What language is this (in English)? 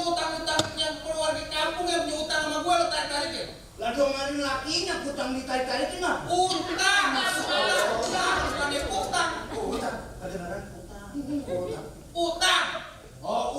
Betawi